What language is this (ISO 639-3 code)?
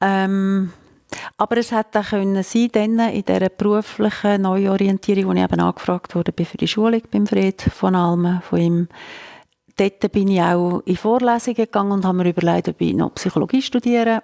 gsw